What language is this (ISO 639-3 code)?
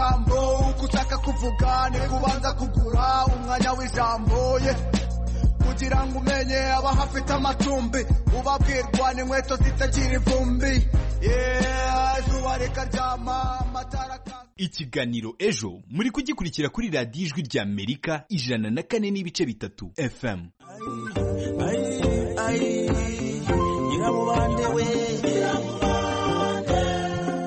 kin